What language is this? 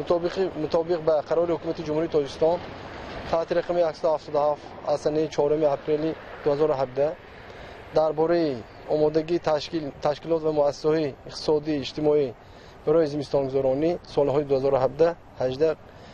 Tajik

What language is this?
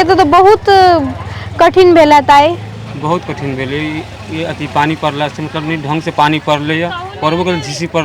Maithili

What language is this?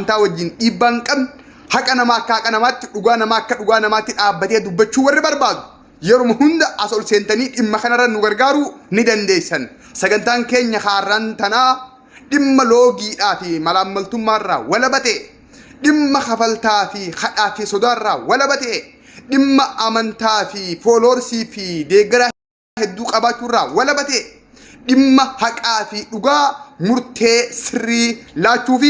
Oromo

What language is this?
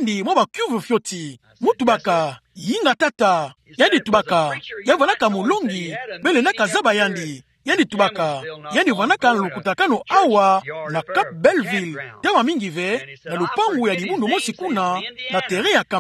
Kituba (Democratic Republic of Congo)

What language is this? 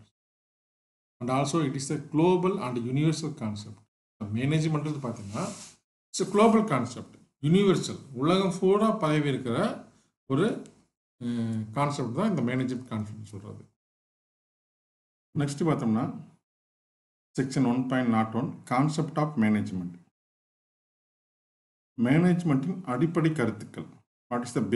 Tamil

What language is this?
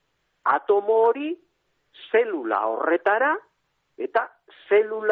Basque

